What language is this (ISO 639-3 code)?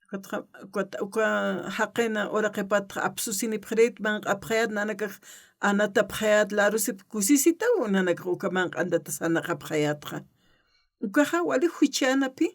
aym